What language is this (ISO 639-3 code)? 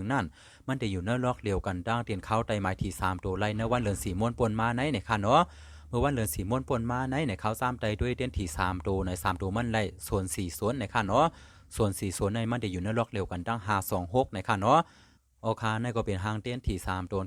shn